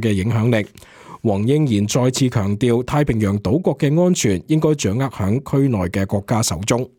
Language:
Cantonese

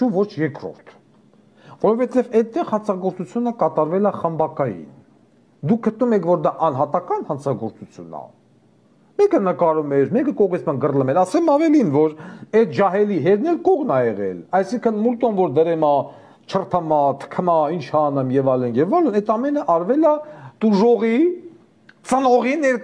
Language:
Armenian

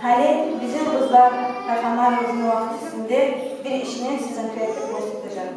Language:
Kumyk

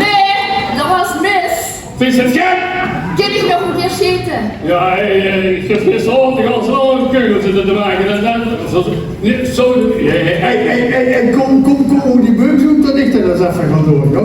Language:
Limburgish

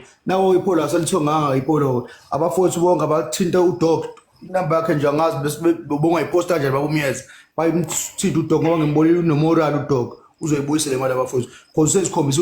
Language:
Zulu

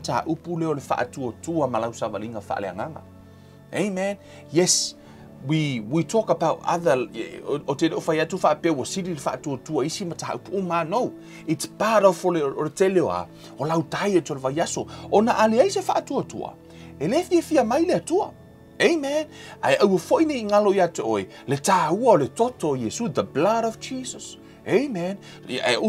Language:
Samoan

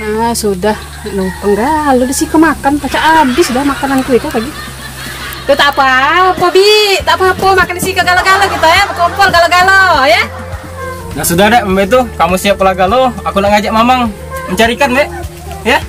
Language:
Musi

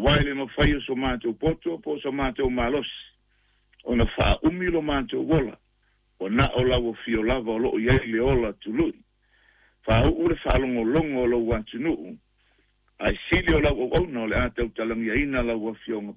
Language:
Samoan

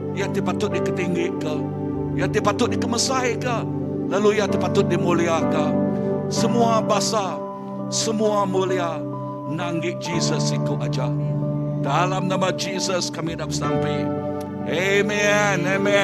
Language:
Iban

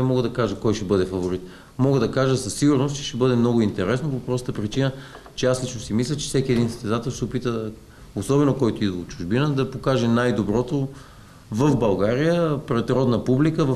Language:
Bulgarian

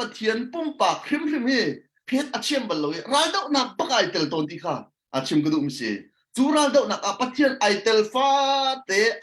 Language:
Hakha Chin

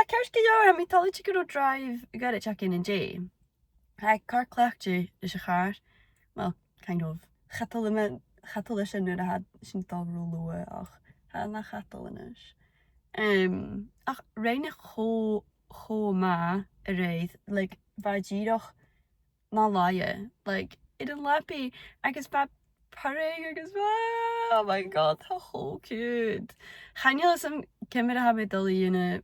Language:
Scottish Gaelic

